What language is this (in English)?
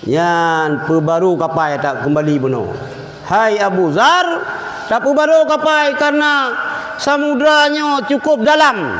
Achinese